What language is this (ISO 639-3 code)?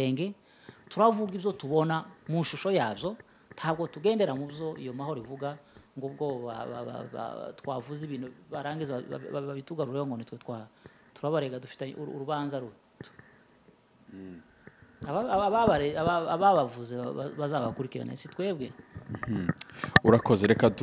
kin